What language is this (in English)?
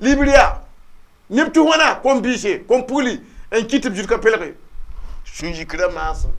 Mossi